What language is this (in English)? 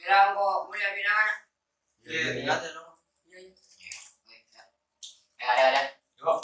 Madurese